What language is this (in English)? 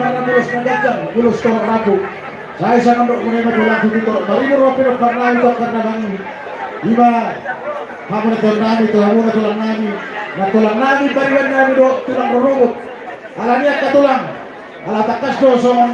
Batak Toba